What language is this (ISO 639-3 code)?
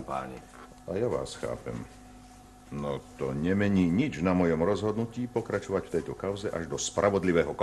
slk